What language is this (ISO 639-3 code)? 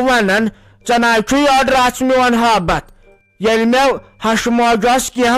kas